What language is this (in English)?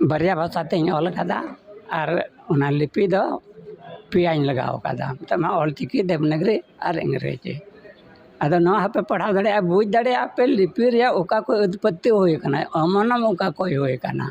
Santali